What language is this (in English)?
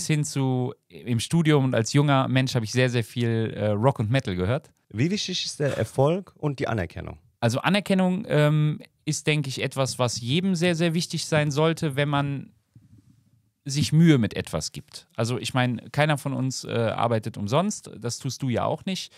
German